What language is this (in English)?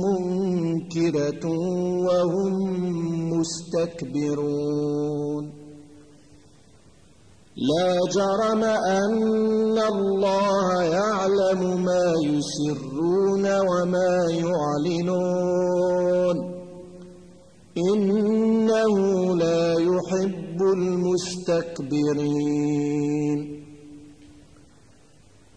Arabic